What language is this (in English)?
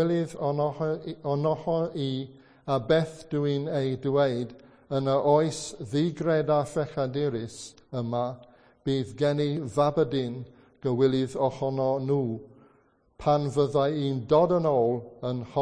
Welsh